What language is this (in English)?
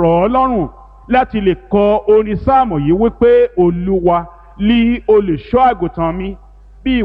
Yoruba